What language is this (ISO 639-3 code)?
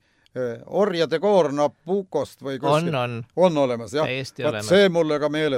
est